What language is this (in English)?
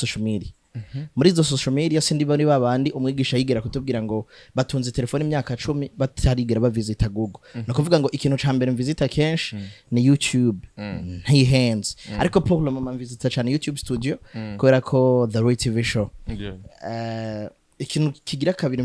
Rundi